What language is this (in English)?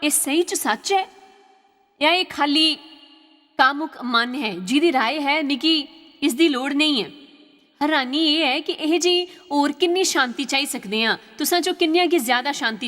Dogri